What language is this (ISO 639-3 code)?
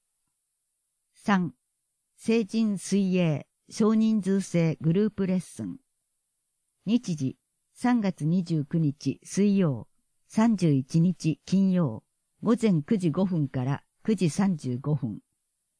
jpn